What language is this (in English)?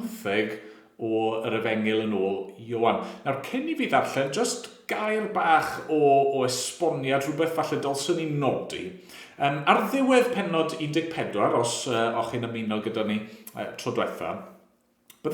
Welsh